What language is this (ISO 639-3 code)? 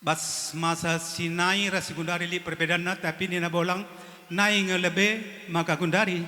btx